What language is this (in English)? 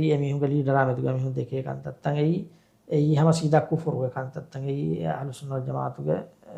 Divehi